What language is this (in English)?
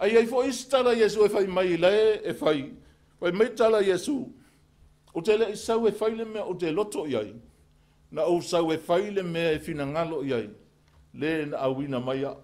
Samoan